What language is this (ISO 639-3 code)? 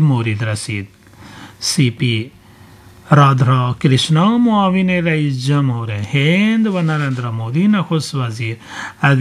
fas